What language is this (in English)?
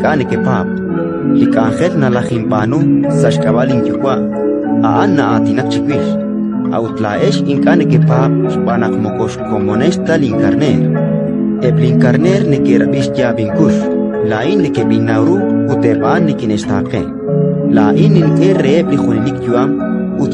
Kekchí